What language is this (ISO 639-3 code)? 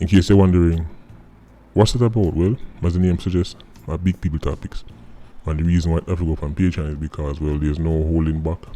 jam